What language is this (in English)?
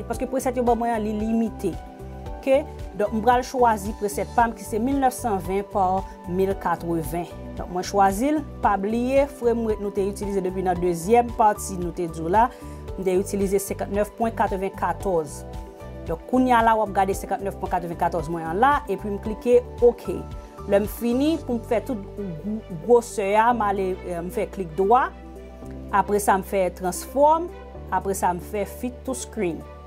Haitian Creole